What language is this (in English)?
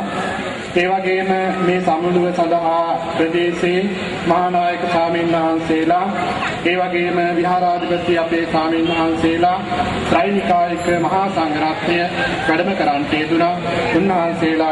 Sinhala